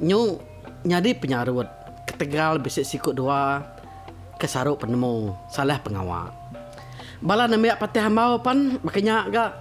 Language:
Iban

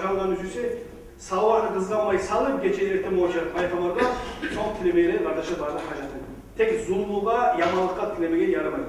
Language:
Kumyk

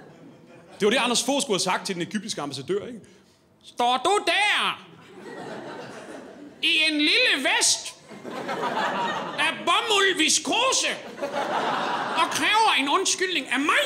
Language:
Danish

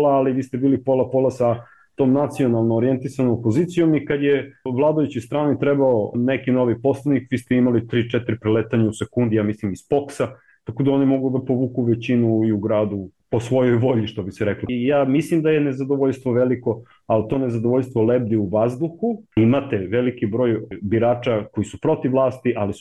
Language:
Serbian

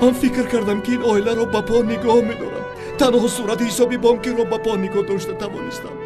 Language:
Tajik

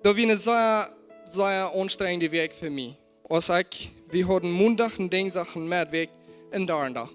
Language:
Plautdietsch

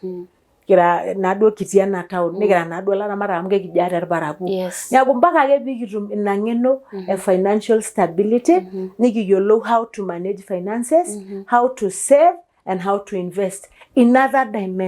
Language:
Masai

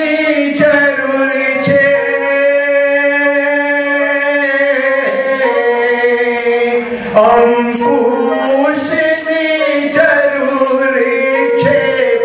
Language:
Gujarati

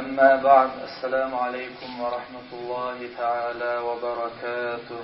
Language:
Kumyk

